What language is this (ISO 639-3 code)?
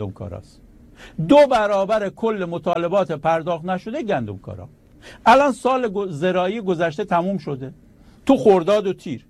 fas